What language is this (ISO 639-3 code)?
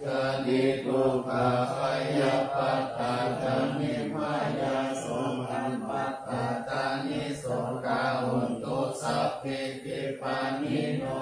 pli